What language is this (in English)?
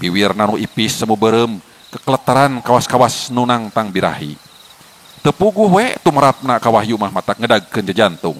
Sundanese